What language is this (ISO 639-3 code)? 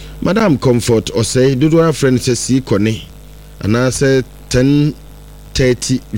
aka